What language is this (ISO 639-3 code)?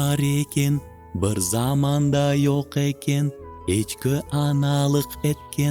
crh